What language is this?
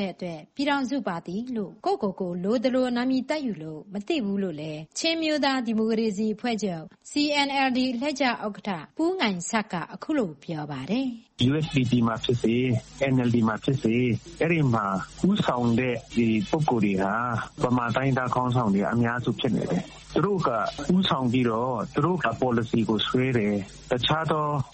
Burmese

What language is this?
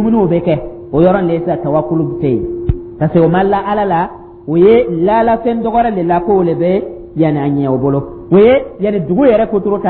Dyula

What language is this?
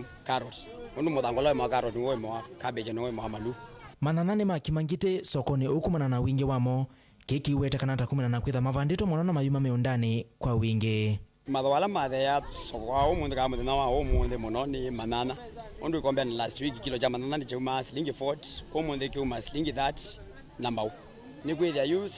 Kamba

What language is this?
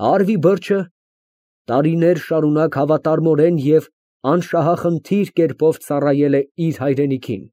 Armenian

